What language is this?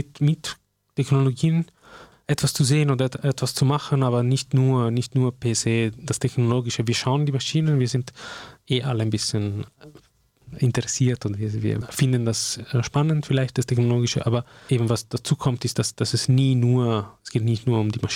German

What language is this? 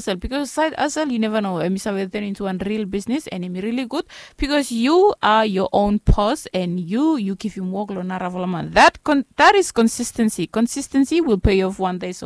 Bislama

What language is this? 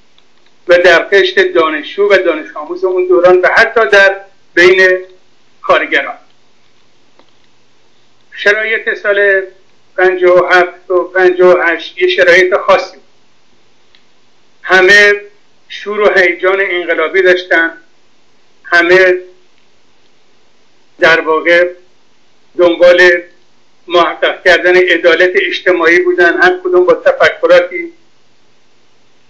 Persian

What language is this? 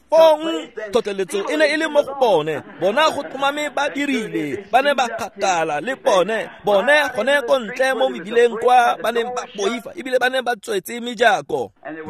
Tswana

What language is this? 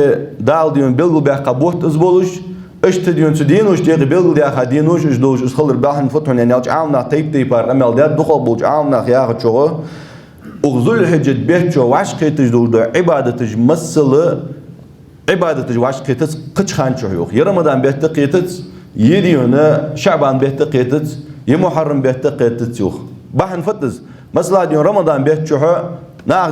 Ingush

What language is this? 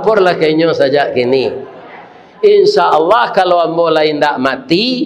Minangkabau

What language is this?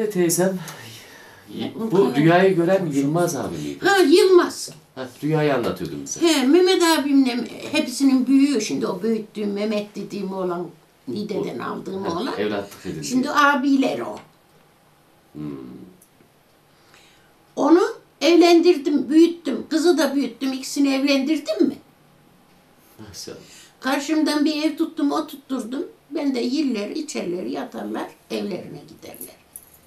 Turkish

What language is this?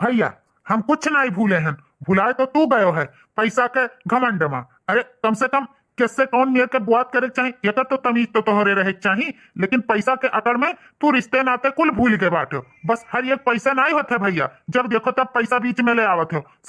Awadhi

